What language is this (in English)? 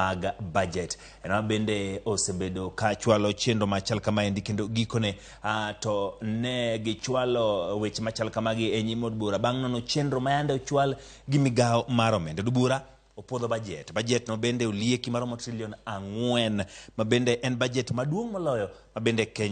Luo (Kenya and Tanzania)